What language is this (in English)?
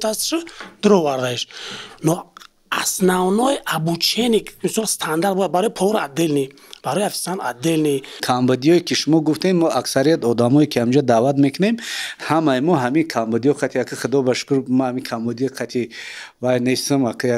Tajik